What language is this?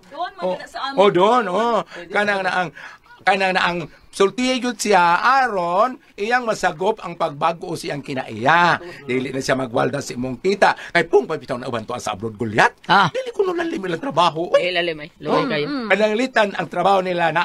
Cebuano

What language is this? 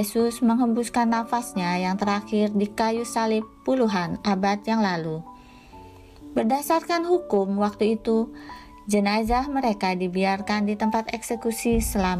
Indonesian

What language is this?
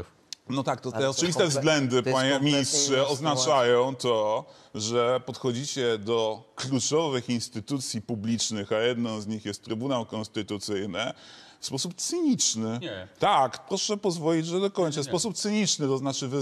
Polish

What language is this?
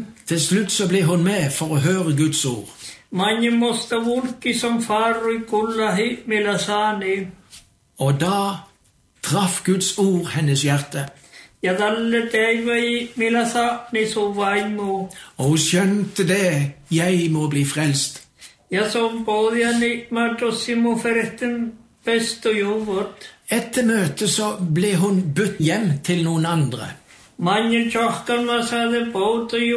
Norwegian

